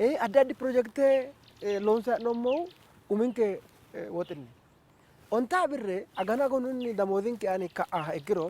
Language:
Sidamo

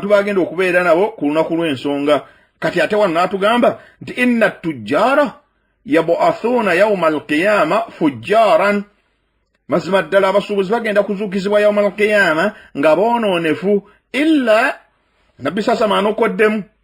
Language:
Ganda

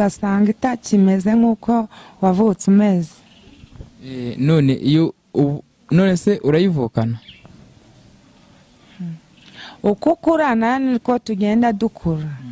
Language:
Kinyarwanda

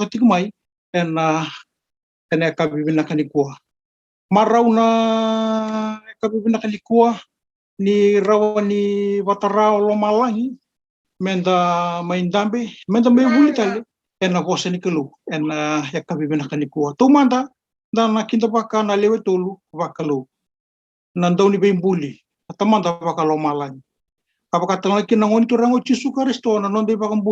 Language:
Fijian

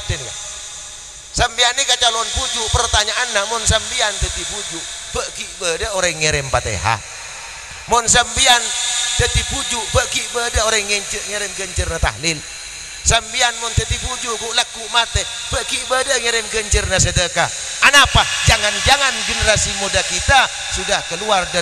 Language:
Madurese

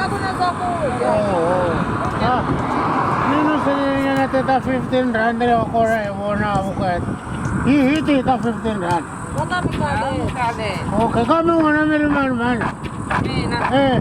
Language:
Tsonga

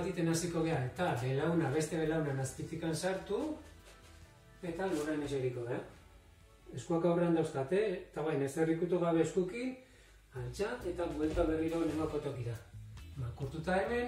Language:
Basque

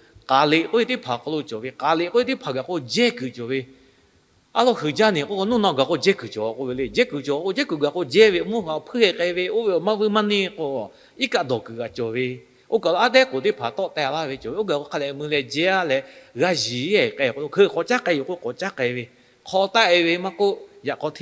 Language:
Lahu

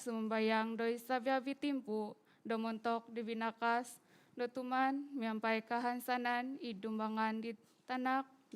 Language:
Central Dusun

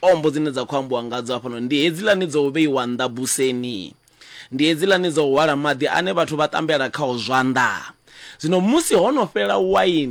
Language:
Venda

